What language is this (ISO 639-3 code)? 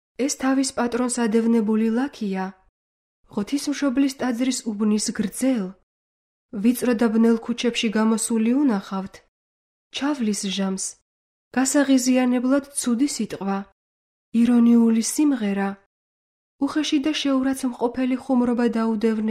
kat